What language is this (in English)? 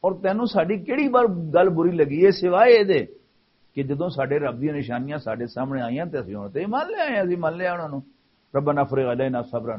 Western Panjabi